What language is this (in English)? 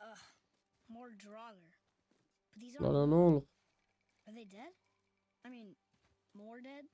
South Azerbaijani